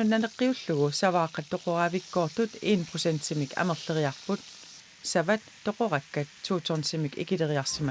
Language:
Kalaallisut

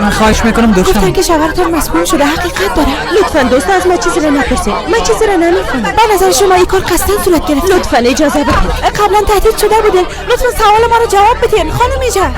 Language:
Persian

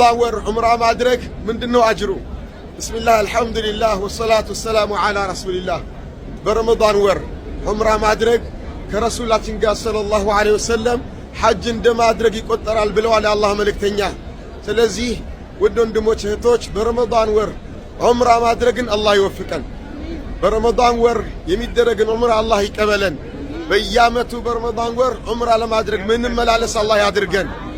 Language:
Amharic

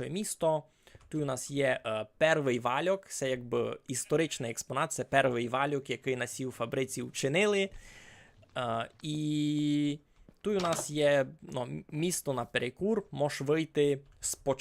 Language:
Rusyn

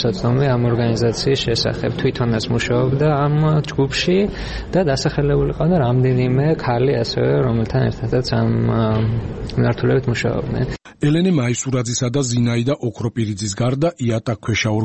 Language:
Georgian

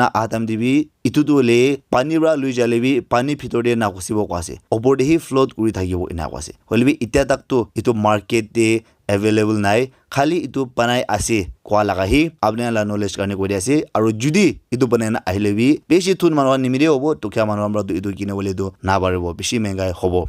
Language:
Naga Pidgin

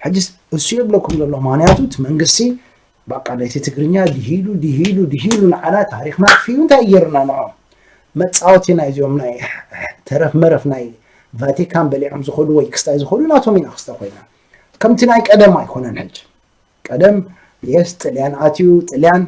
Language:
Tigrinya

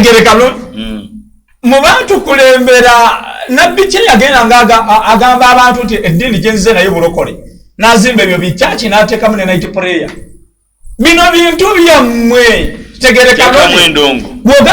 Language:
Ganda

